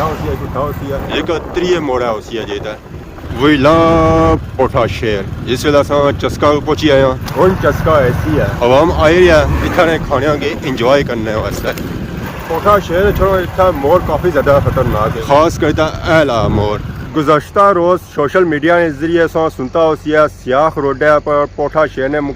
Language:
Pahari-Potwari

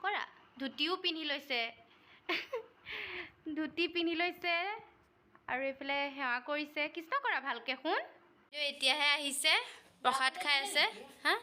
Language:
Assamese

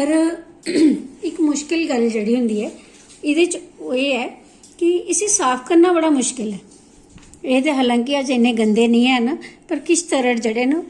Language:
Dogri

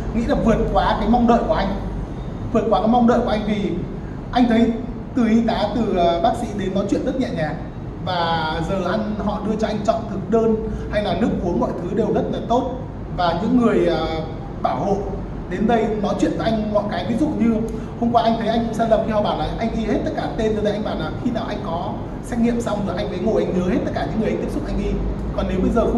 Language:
Vietnamese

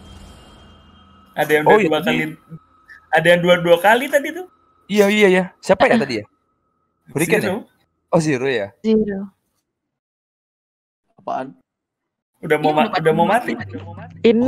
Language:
Indonesian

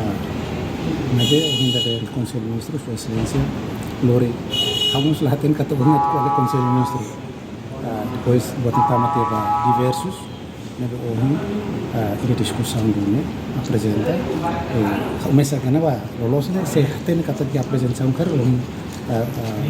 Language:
Tetum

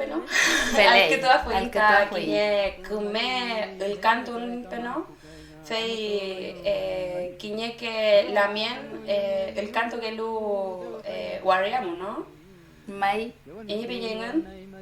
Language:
Mapuche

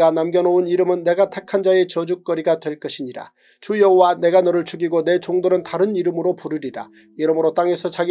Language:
Korean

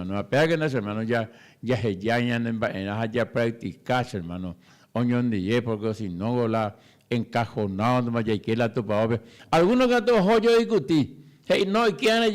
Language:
Guarani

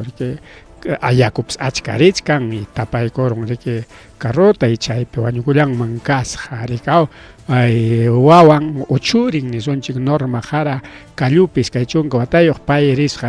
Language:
Ayacucho Quechua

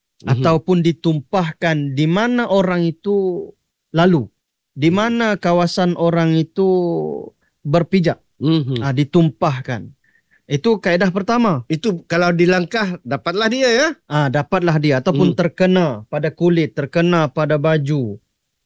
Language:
Malay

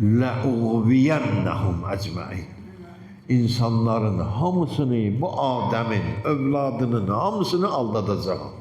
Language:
Azerbaijani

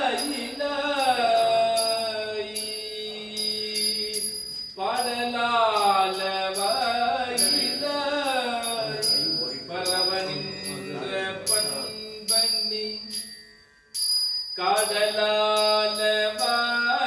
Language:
Tamil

